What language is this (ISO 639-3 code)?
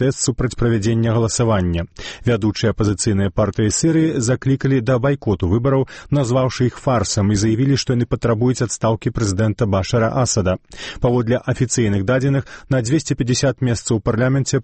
bel